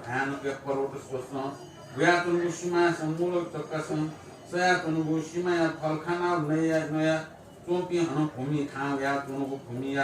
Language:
Newari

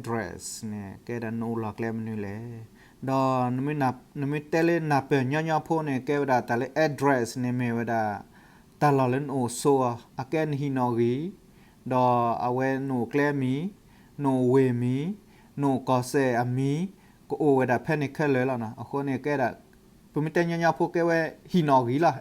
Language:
S'gaw Karen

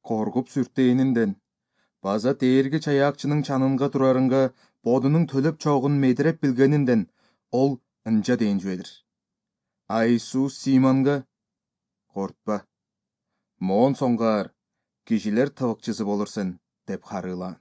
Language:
Kyrgyz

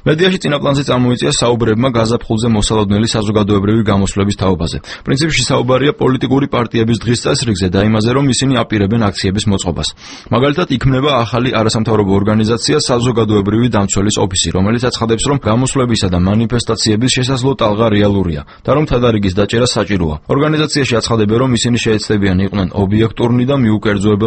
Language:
Georgian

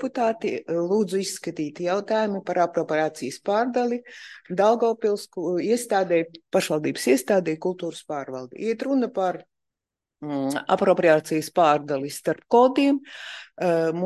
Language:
Latvian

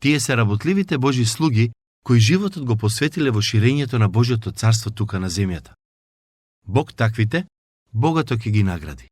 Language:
Macedonian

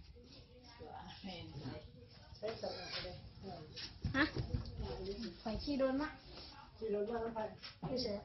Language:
Lao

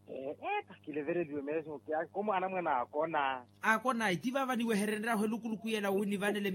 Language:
Makhuwa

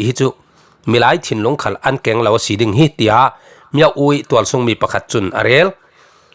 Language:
Falam Chin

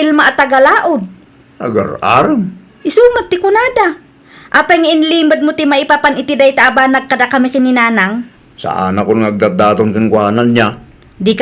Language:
Iloko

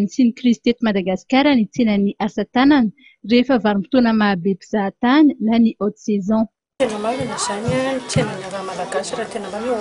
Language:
Malagasy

